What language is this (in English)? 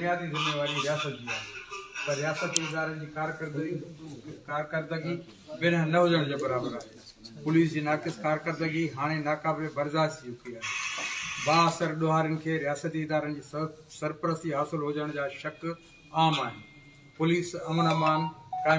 Sindhi